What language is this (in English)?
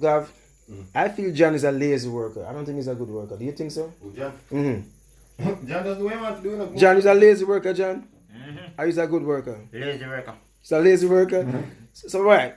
Jamaican Creole English